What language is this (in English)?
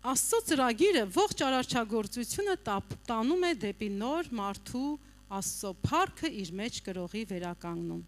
Armenian